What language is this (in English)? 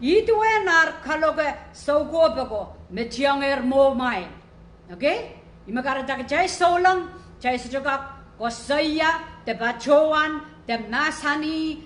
Pohnpeian